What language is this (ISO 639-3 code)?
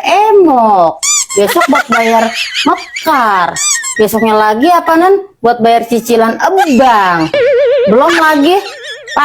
bew